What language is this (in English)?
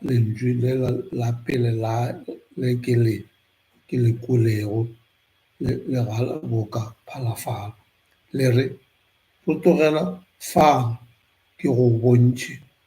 Northern Sotho